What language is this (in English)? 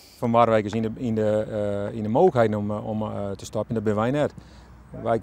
Western Frisian